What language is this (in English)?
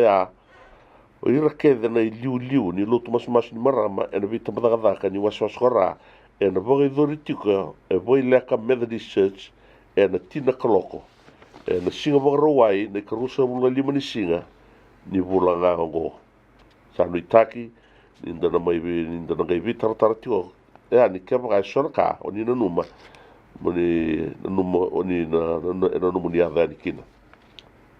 Fijian